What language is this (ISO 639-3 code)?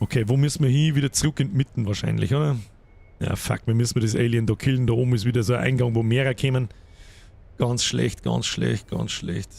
bar